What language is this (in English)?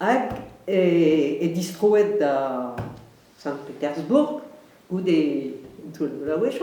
Breton